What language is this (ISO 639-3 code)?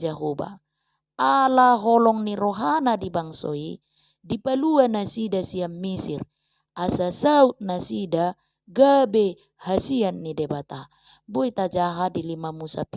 bbc